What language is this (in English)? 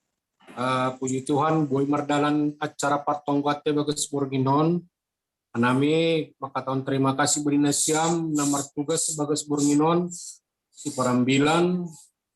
Batak Simalungun